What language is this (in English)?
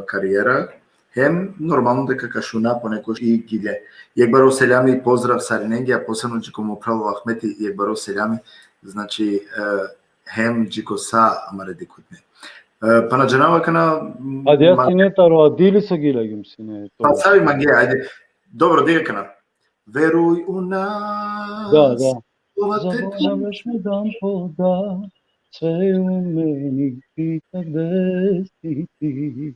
Balkan Romani